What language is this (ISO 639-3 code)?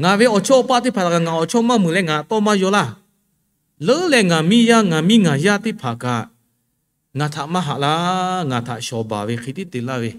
lhu